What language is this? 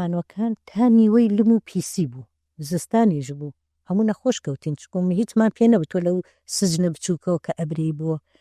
Central Kurdish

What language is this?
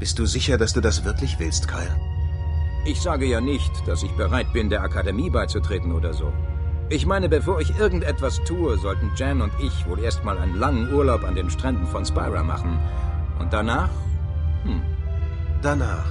Bavarian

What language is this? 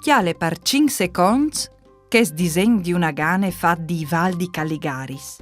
Friulian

